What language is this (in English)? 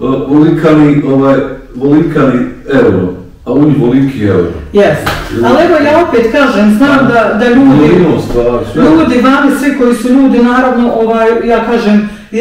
Bosnian